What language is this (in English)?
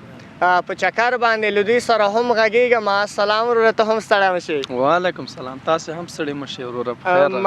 Pashto